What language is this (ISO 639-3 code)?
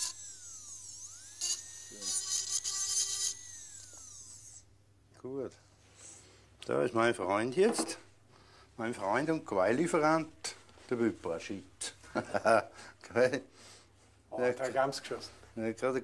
deu